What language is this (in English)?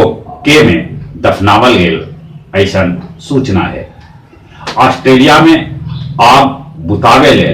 Magahi